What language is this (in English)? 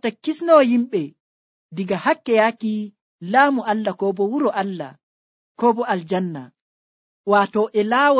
Nigerian Fulfulde